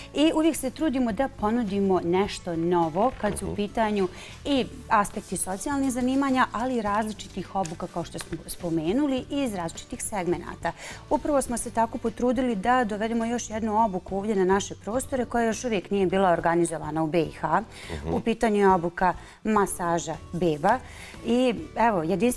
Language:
Bosnian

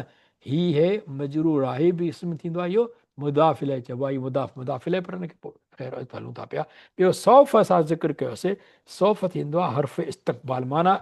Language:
Sindhi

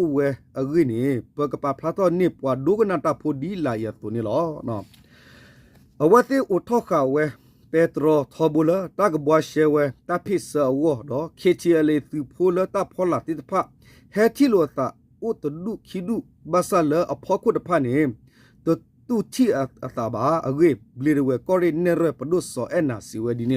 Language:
S'gaw Karen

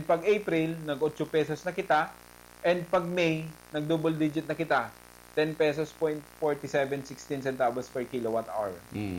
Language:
Bikol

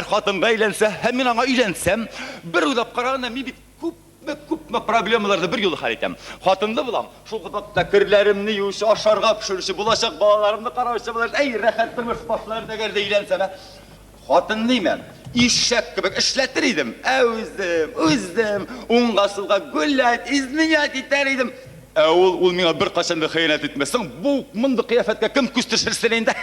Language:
Tatar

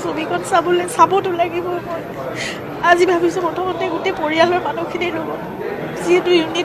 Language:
Assamese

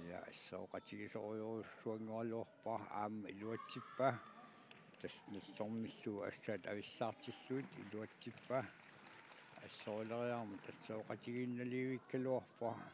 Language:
Kalaallisut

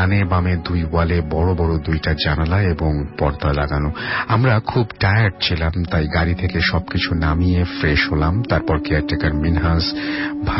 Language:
Bangla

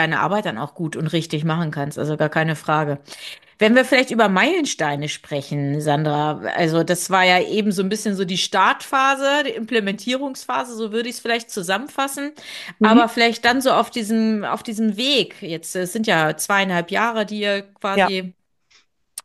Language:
German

